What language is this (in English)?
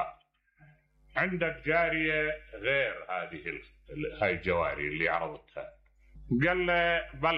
Mesopotamian Arabic